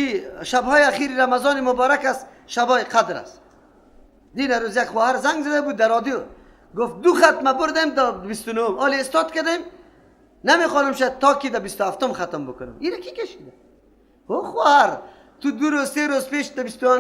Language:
Persian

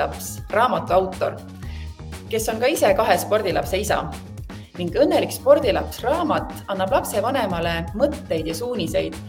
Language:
Estonian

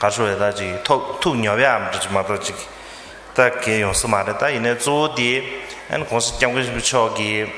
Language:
Tibetan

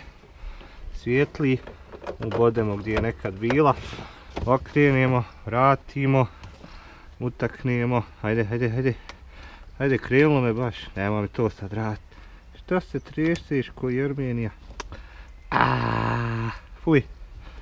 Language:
Bosnian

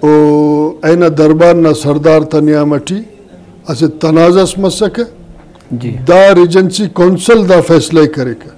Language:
Brahui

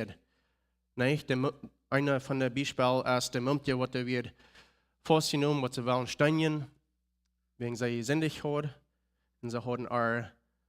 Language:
Plautdietsch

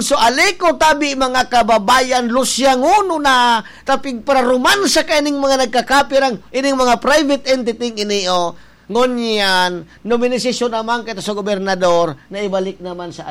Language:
Bikol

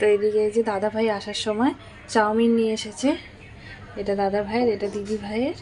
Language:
Bangla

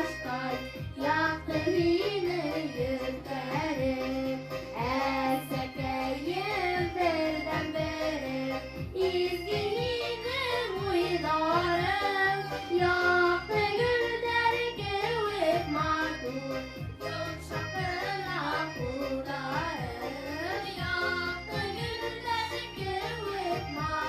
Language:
Bashkir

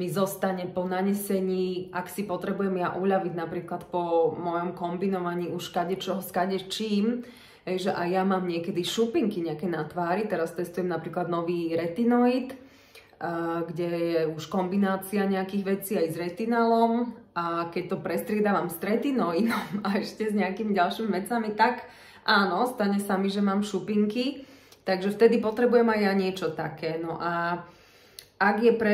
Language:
Slovak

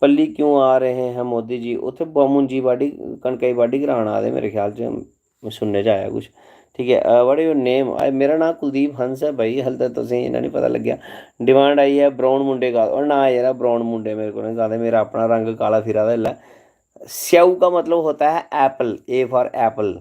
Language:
Dogri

